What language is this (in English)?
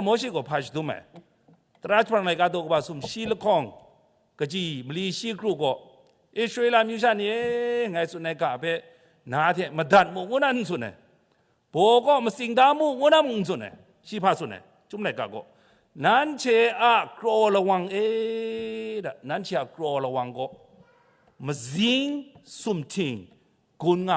Kachin